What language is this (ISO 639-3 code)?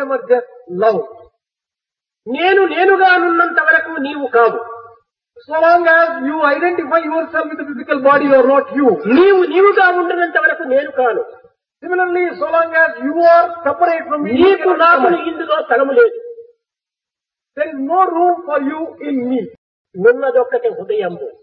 tel